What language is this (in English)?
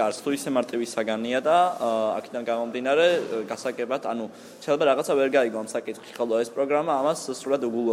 Georgian